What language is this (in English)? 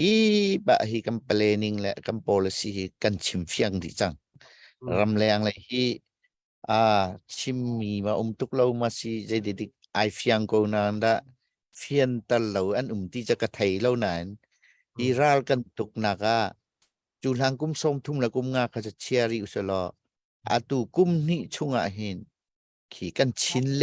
Hakha Chin